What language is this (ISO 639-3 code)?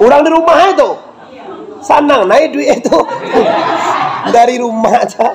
min